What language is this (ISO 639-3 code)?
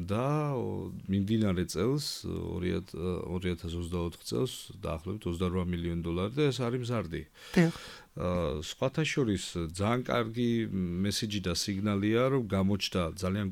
kat